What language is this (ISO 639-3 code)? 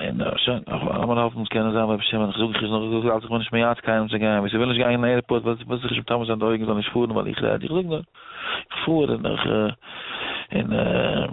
yid